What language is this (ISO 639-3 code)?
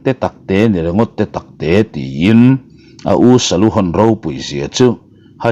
lus